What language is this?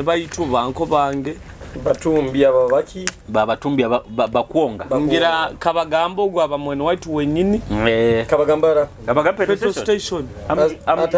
Nyoro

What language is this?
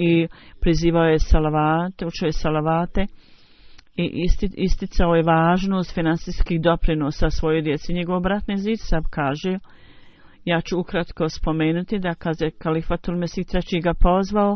Bosnian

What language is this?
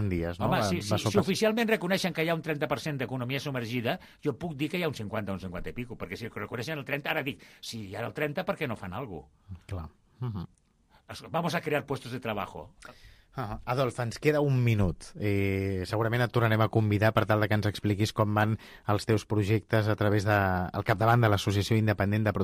Catalan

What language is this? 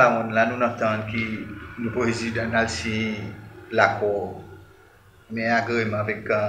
Seselwa Creole French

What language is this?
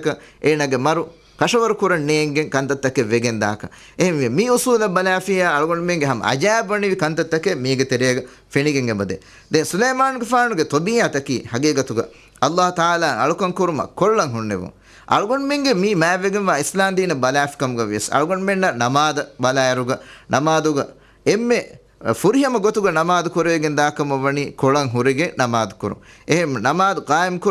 Divehi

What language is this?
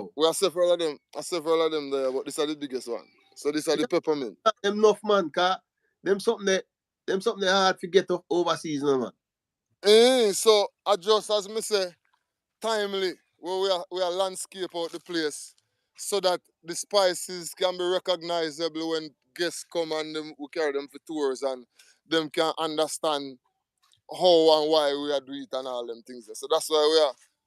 Jamaican Creole English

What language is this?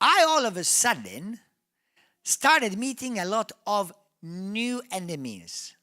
English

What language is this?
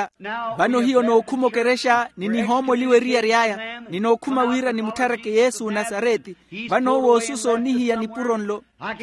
Makhuwa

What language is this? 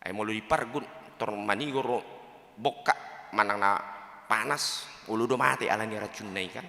Batak Toba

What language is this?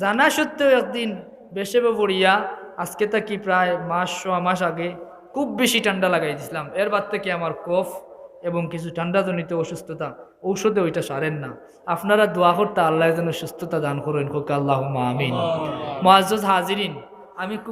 Sylheti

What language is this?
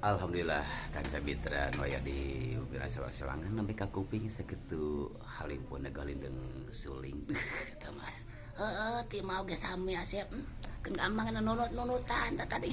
Sundanese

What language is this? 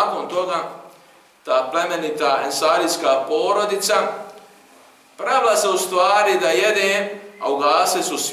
Bosnian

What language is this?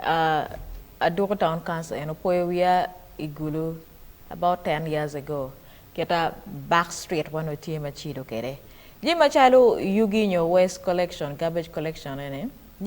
Acoli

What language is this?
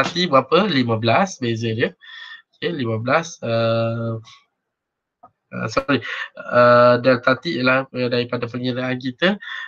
Malay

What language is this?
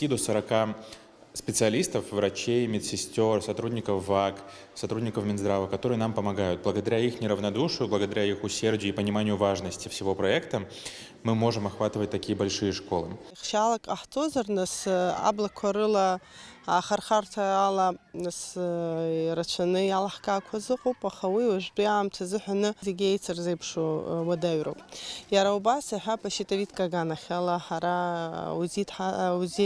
Abkhazian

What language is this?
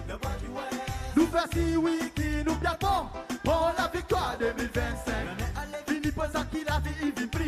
Seselwa Creole French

